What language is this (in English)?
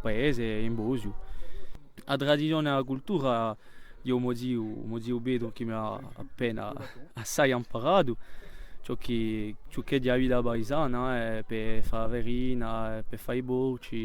Corsican